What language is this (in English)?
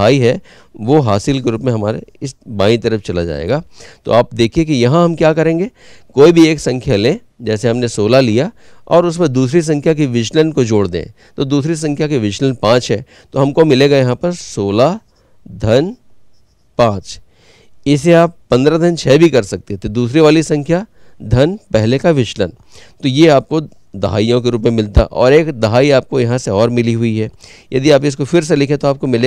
Hindi